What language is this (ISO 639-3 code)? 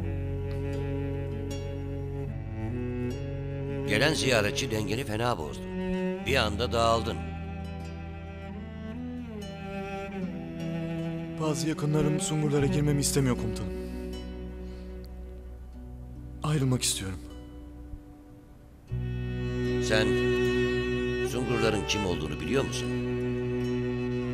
tur